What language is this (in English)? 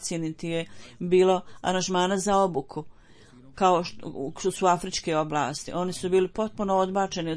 Bosnian